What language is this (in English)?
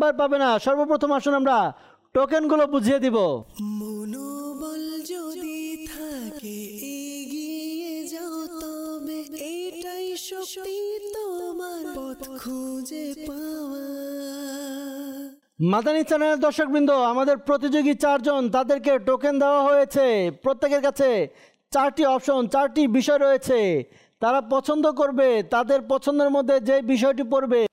Bangla